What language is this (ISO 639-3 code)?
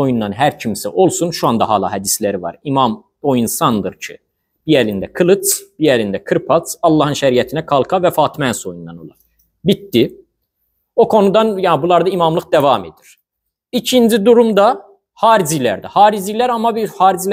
aze